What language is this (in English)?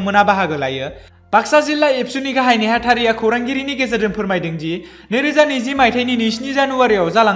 Bodo